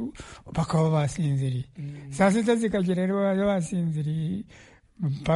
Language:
Kinyarwanda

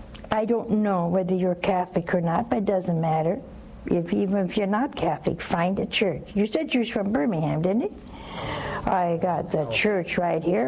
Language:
English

